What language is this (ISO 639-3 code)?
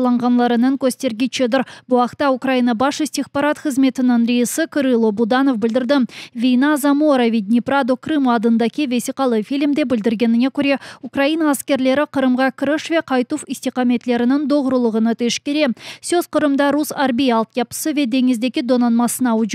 crh